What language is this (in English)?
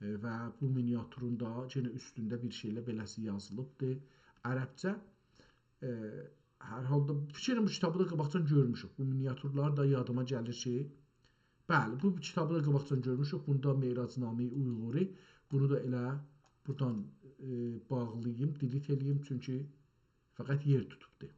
South Azerbaijani